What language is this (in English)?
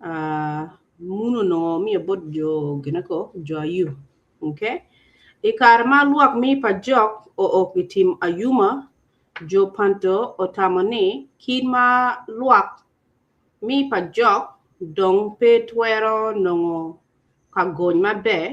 Acoli